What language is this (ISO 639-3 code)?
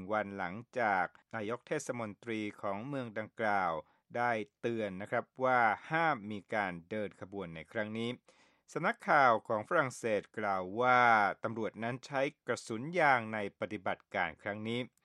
tha